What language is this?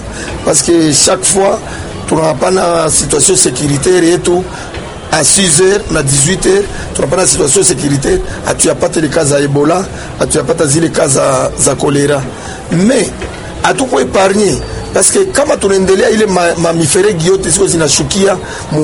Swahili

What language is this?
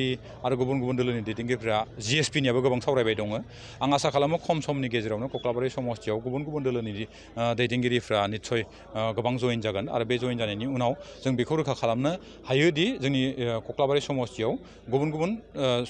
Bodo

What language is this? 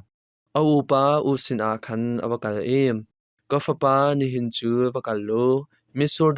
Hakha Chin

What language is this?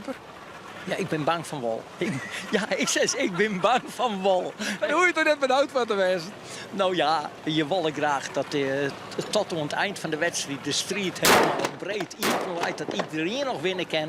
Western Frisian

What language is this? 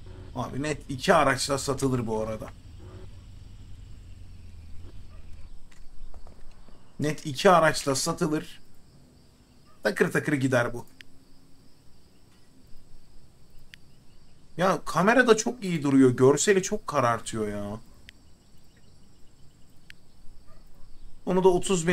Turkish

